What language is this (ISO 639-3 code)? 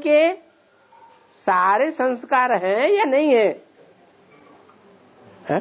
hin